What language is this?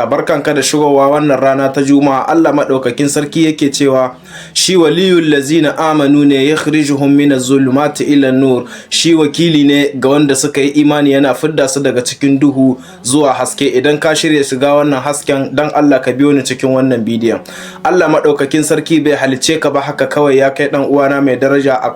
Hausa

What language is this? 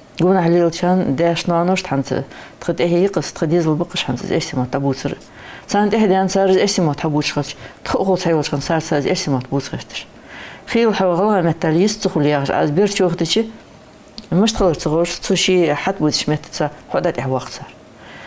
Ingush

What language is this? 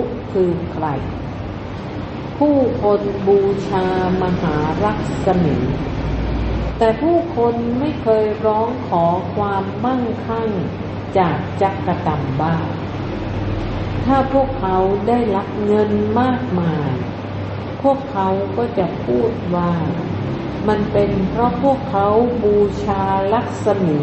Thai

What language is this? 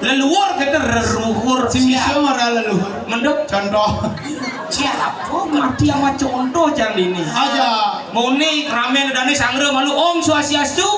Balinese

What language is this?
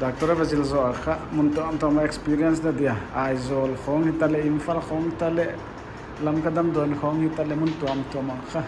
Paite Chin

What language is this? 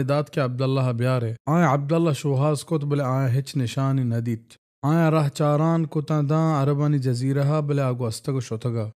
Baluchi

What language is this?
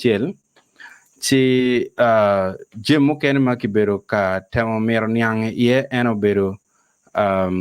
Acoli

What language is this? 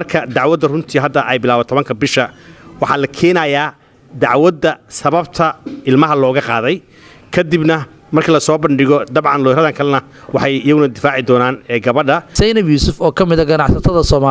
Somali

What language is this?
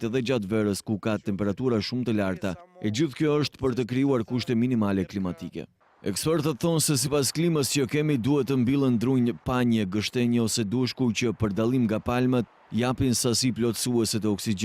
Albanian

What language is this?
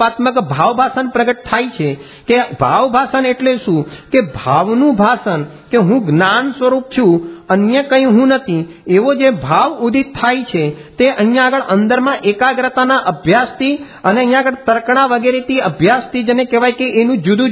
Gujarati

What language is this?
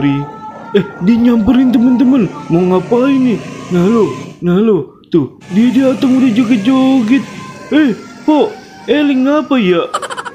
Betawi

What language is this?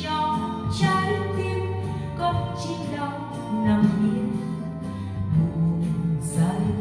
Vietnamese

